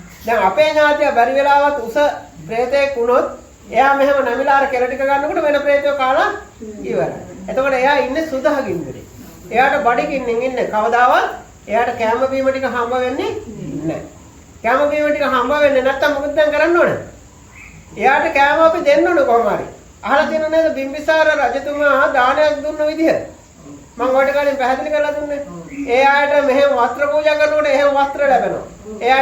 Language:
Sinhala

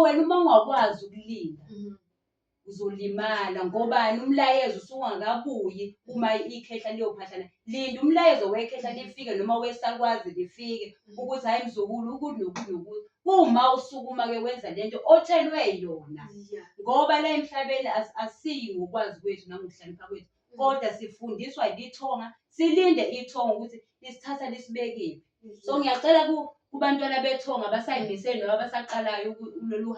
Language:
Zulu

